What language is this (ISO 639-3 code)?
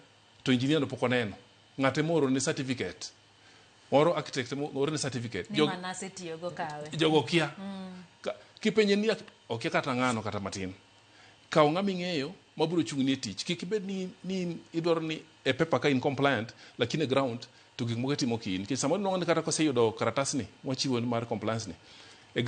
luo